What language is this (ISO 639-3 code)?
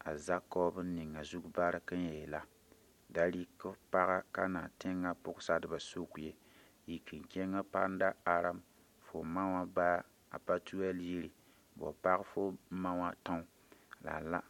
mos